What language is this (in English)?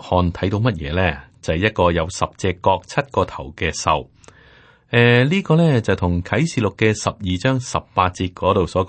Cantonese